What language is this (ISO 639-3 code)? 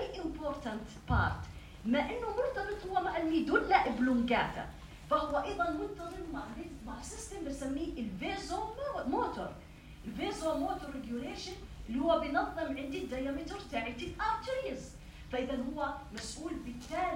apc